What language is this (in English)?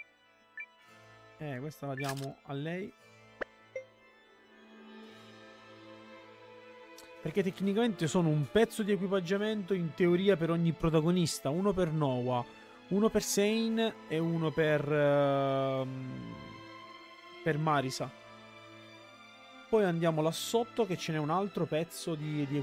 Italian